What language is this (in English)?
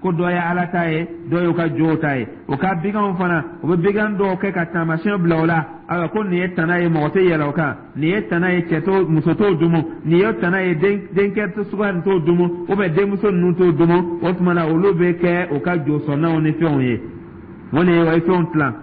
Dyula